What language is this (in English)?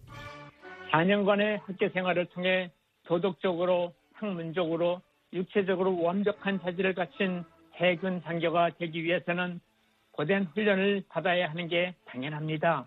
Korean